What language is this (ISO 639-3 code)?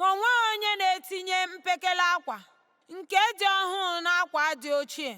ibo